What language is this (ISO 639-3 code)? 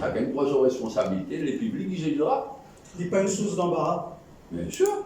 mfe